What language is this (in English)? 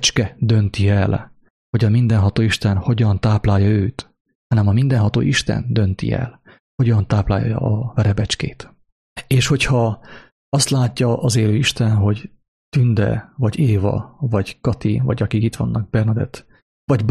Hungarian